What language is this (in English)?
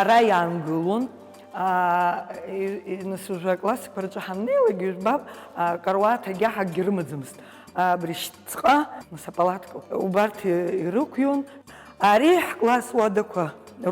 Abkhazian